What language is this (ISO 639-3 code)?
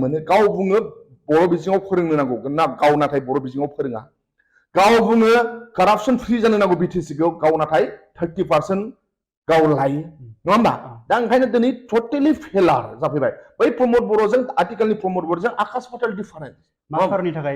brx